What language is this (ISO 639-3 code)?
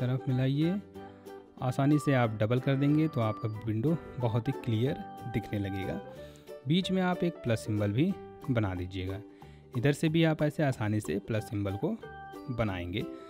hin